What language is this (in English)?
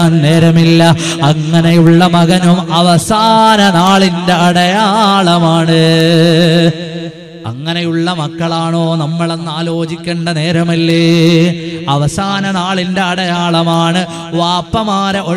Malayalam